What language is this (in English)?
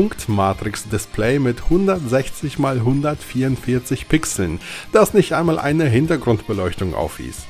German